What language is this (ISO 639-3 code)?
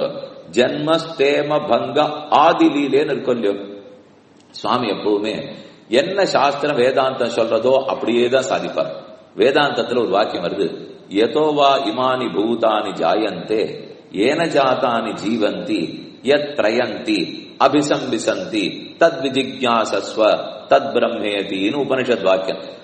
tam